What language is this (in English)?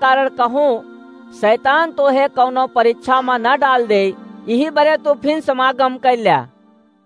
Awadhi